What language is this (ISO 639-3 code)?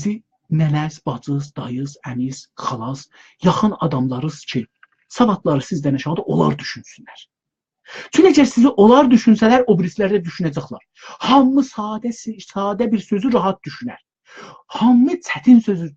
azb